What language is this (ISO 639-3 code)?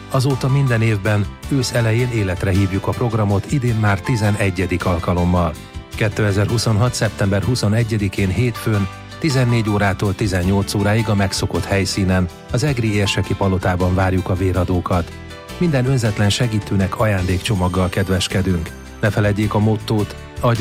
hun